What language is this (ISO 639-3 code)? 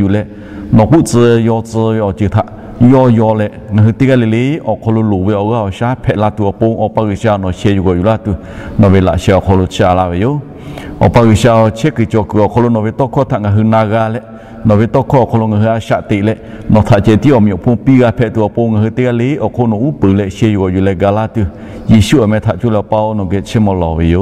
lhu